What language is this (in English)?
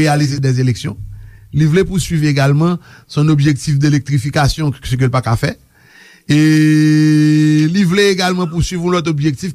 Haitian Creole